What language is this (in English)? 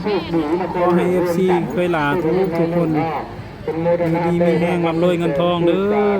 Northeastern Thai